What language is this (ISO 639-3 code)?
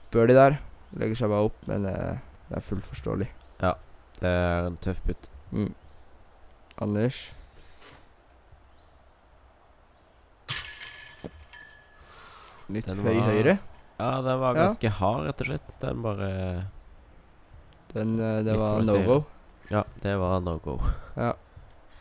nor